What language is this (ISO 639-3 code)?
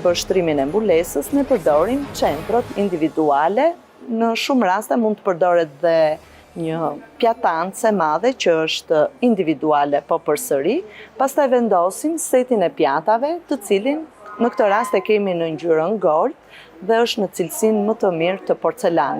sqi